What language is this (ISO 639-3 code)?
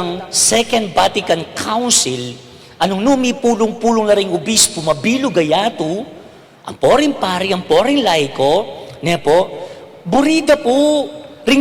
pam